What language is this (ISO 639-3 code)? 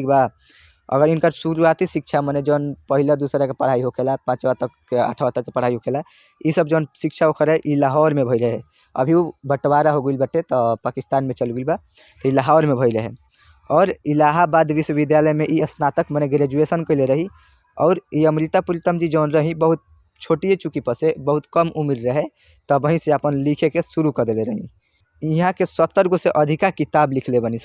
bho